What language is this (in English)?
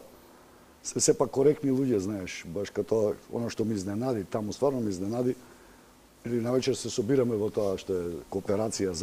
Macedonian